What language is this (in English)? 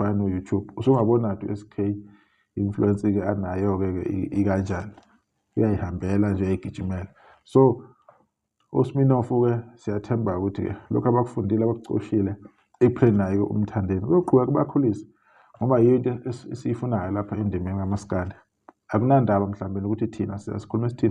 Zulu